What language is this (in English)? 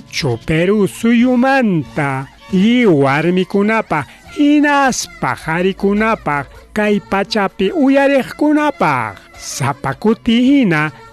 Ayacucho Quechua